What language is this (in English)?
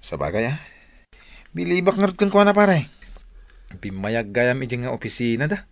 Iloko